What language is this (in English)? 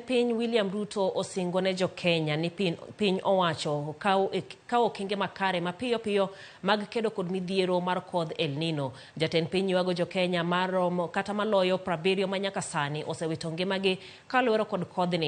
Luo (Kenya and Tanzania)